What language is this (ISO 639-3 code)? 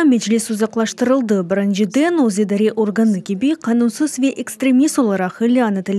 crh